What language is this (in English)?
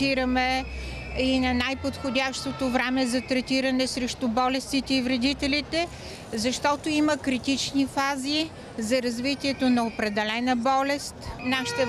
Bulgarian